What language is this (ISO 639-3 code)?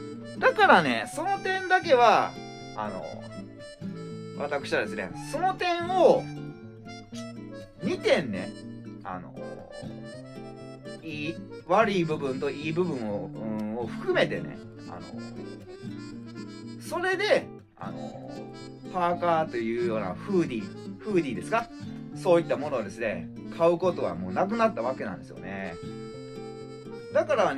jpn